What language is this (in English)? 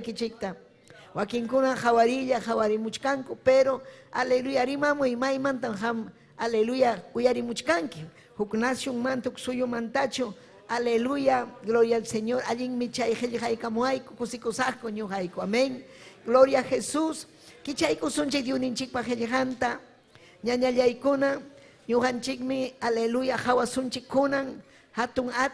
Ayacucho Quechua